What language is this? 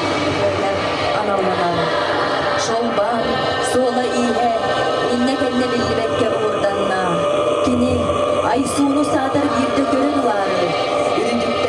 Yakut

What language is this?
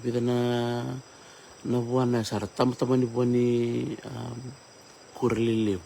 Fijian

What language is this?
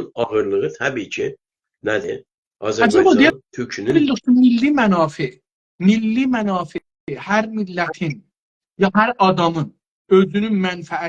South Azerbaijani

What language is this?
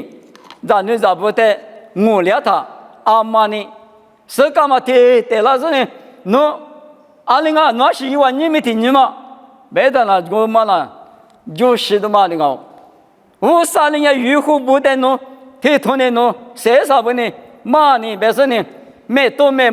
Lisu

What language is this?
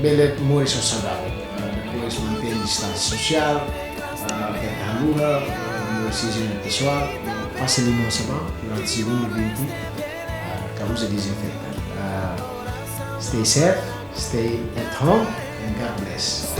Tetum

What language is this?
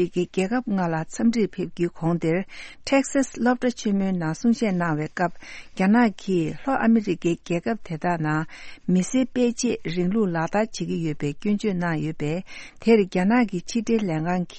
Tibetan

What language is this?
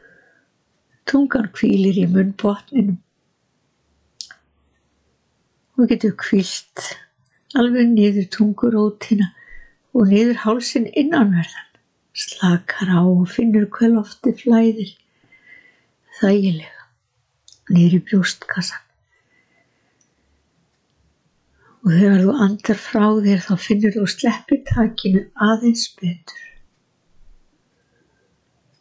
Icelandic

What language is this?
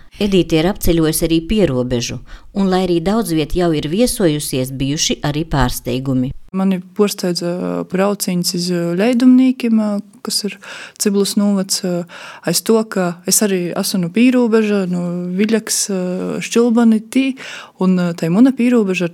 Latvian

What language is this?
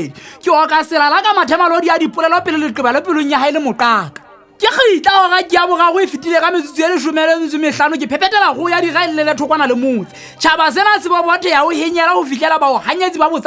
Southern Sotho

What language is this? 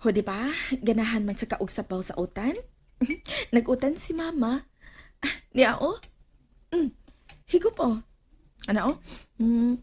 Cebuano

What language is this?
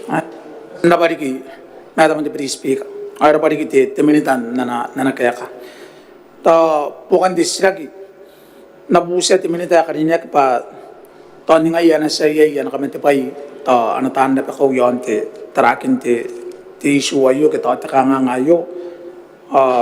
Gilbertese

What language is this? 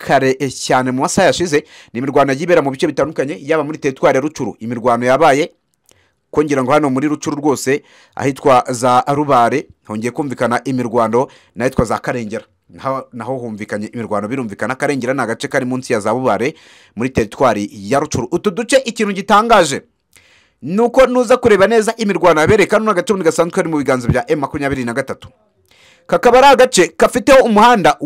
Kinyarwanda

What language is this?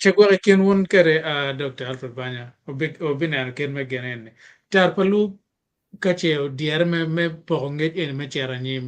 Acoli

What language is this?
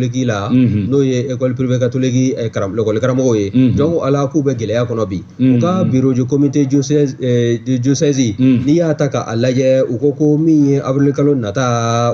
Bambara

